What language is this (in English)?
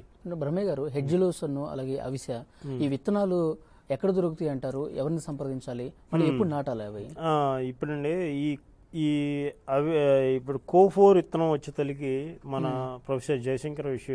Telugu